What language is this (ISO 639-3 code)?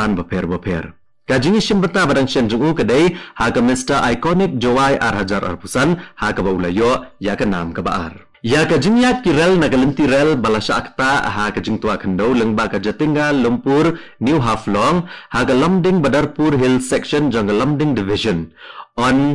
kha